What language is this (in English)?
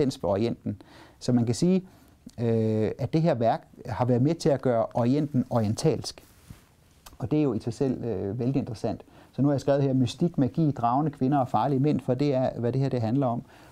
Danish